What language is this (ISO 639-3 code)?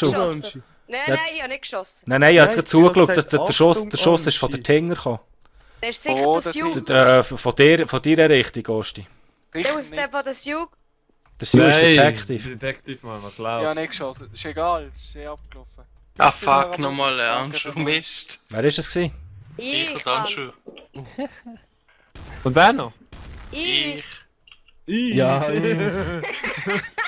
gsw